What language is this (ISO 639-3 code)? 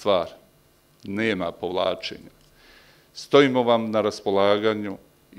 bos